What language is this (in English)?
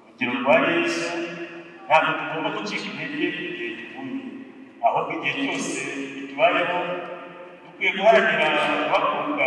Kinyarwanda